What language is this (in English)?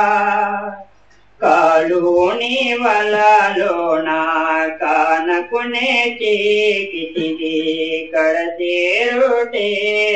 Telugu